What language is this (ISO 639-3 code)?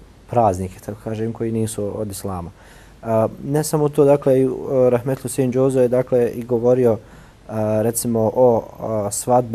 bos